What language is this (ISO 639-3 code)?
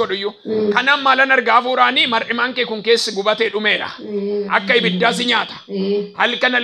orm